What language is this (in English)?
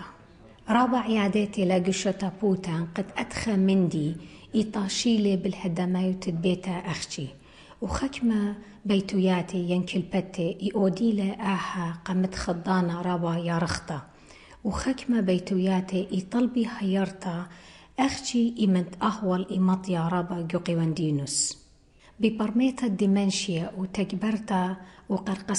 Assyrian Neo-Aramaic